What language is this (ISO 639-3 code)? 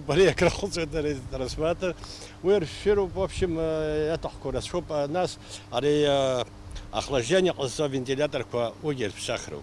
abk